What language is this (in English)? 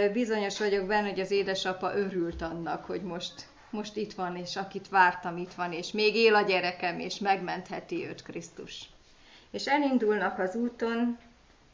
Hungarian